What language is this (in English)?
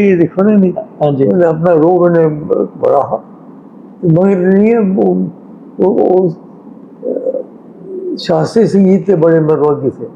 Dogri